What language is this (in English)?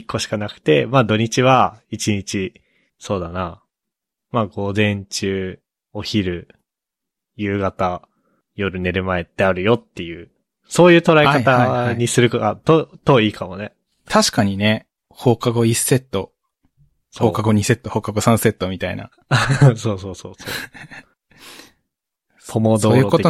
Japanese